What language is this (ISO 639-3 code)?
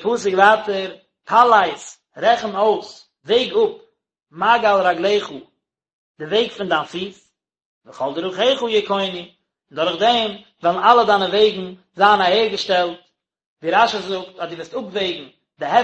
yid